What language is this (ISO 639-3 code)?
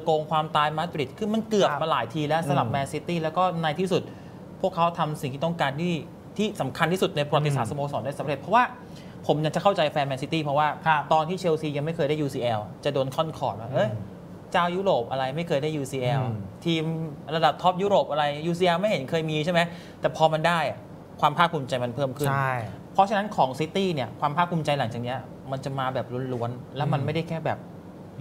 tha